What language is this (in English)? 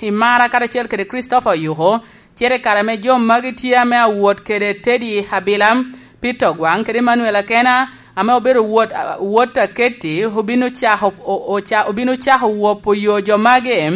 Lango (Uganda)